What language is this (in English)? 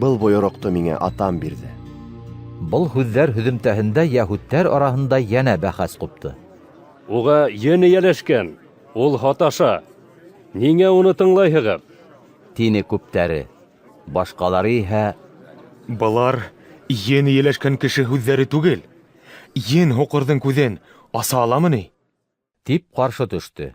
Bashkir